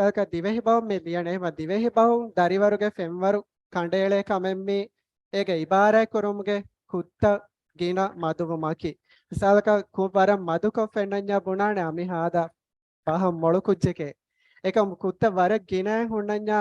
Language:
Divehi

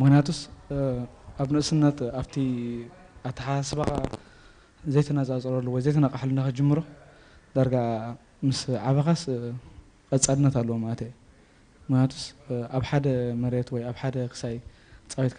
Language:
Tigrinya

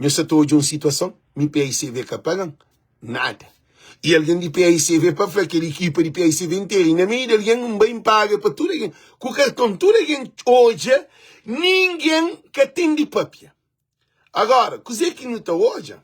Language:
Kabuverdianu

